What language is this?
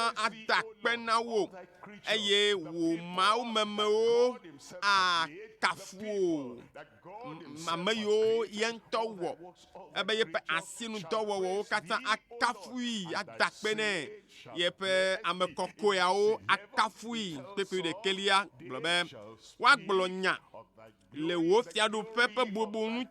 Ewe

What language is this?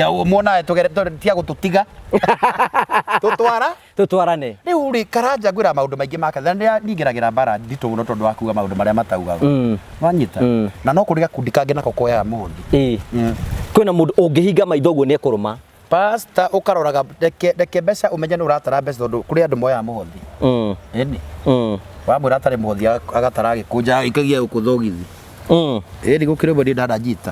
Kikuyu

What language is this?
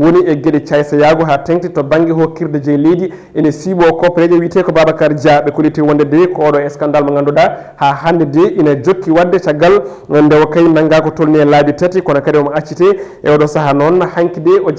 Fula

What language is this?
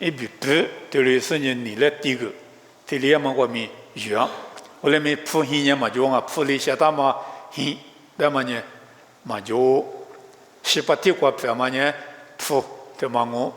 Lisu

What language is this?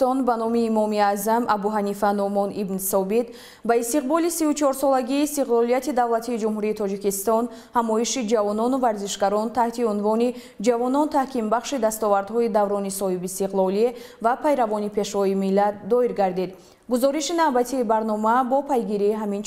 Tajik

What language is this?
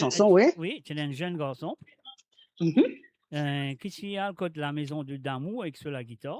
Morisyen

